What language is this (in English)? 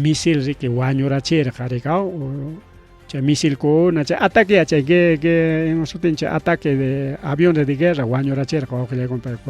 Ayacucho Quechua